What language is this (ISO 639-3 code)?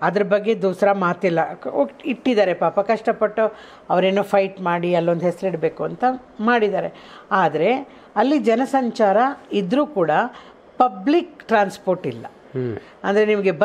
kan